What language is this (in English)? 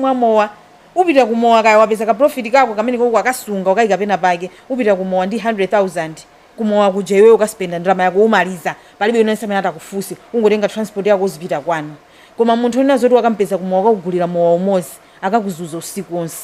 Nyanja